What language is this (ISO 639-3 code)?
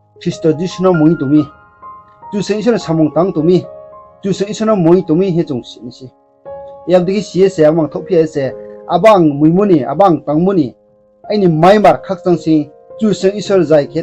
ria